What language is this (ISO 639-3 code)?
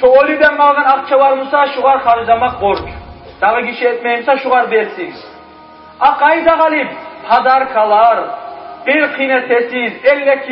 kum